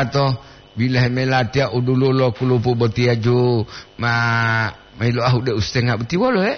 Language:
Gorontalo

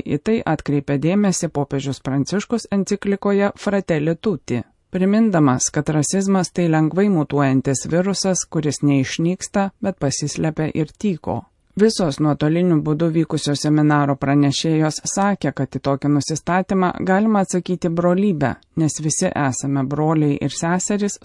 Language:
Lithuanian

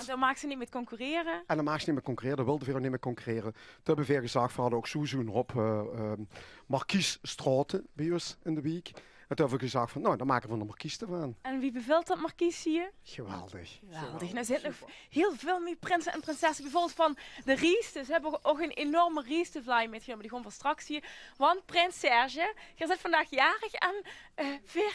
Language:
Limburgish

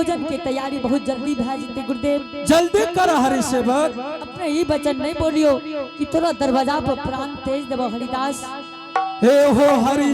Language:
Angika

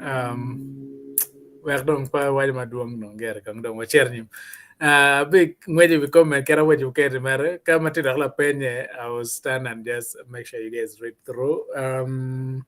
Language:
Acoli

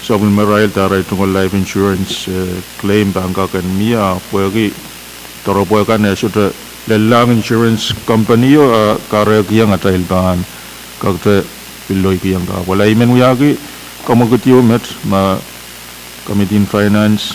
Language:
Pohnpeian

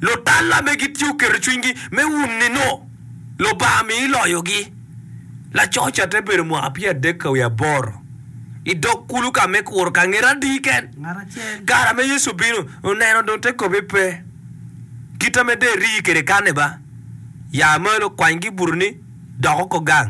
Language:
Acoli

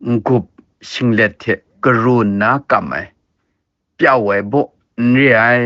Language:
Kachin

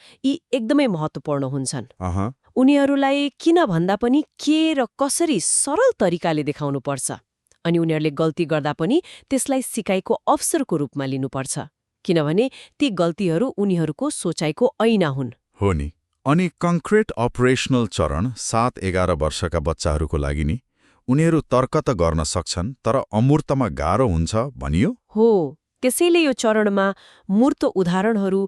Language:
Nepali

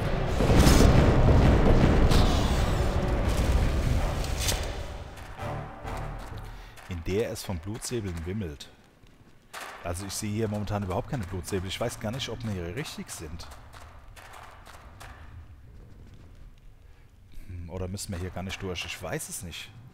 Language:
German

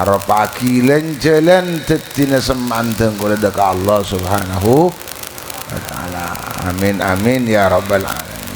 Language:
Madurese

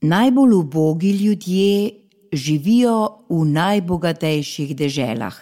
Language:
Slovenian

